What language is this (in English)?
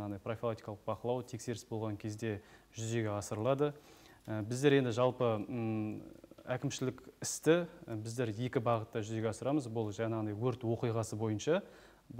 Kazakh